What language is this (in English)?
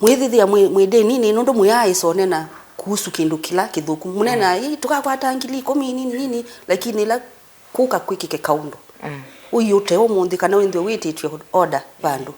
Kamba